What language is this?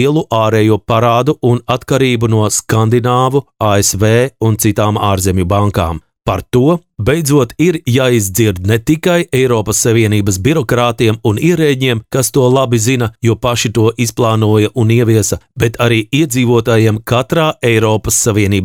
Latvian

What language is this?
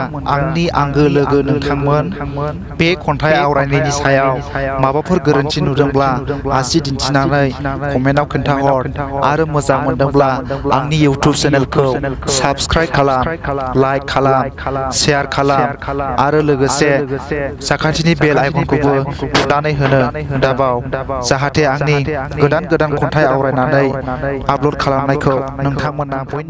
Bodo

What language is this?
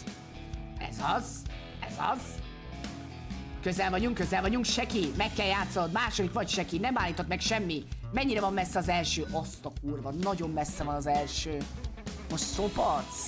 Hungarian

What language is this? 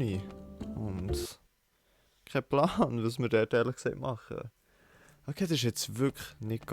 Swiss German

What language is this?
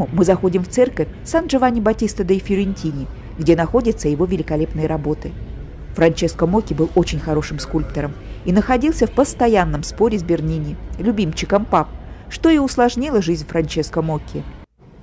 Russian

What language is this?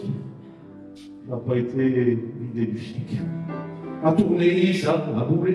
Picard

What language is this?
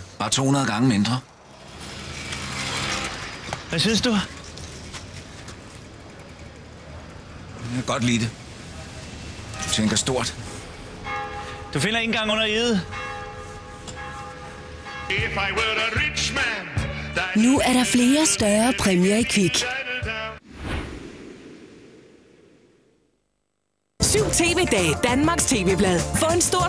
Danish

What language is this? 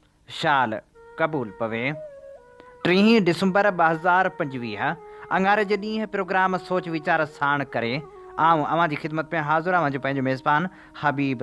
Sindhi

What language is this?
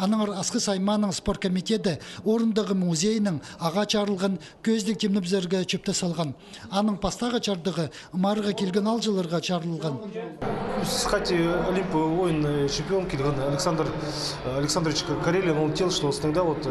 Khakas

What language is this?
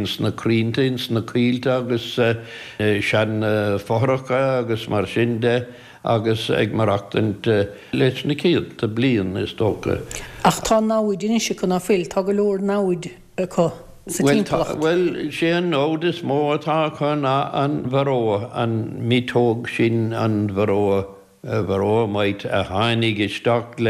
Irish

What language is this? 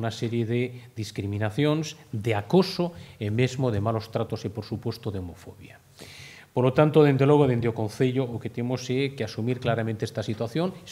Galician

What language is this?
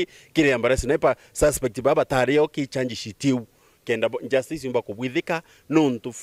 Meru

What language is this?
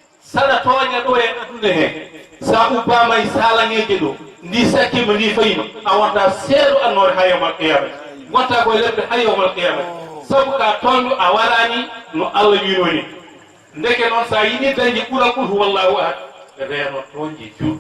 Fula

